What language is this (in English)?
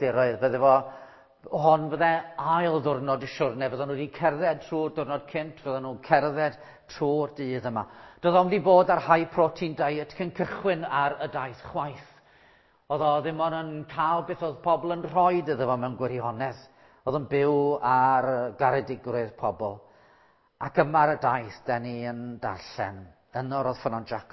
Welsh